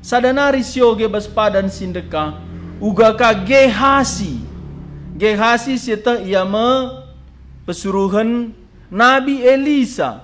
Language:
Batak Karo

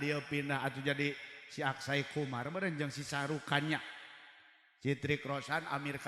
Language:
Sundanese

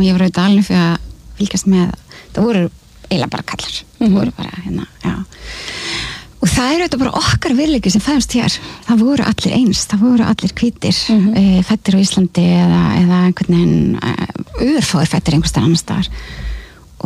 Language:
Icelandic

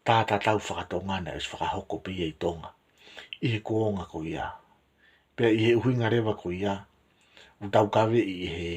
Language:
Tongan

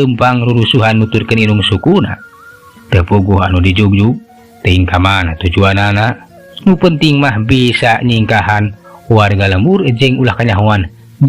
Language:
Sundanese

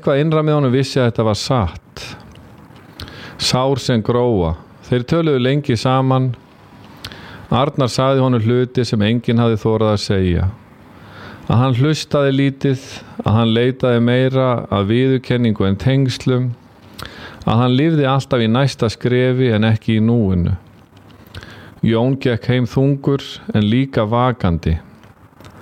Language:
Icelandic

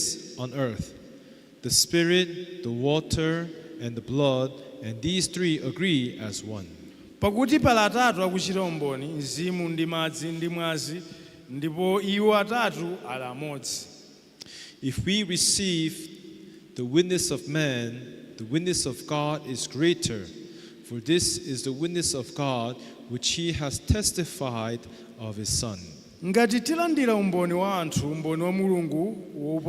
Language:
Nyanja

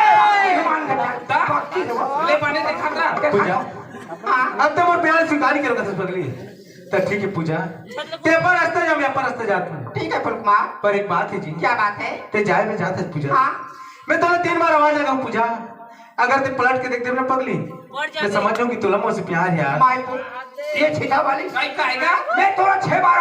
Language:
Chhattisgarhi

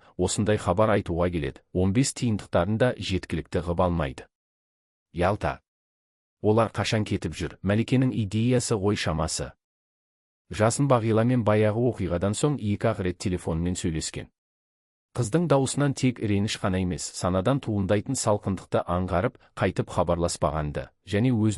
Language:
Kazakh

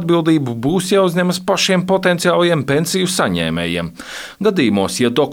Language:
Latvian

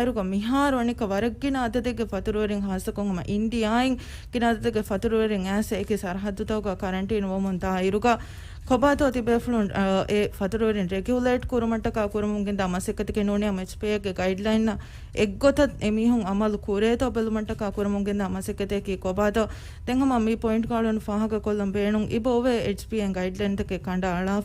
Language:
Divehi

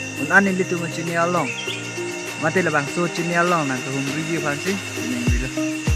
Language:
Karbi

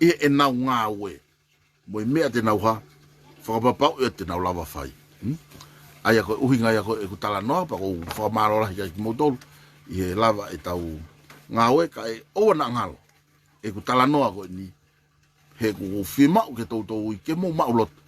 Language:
Tongan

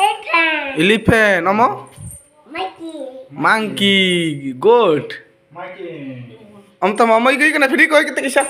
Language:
Kok Borok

